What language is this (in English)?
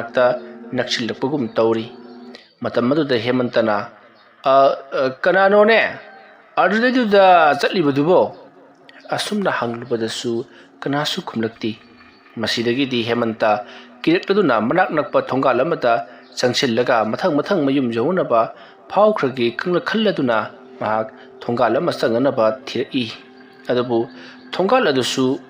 Manipuri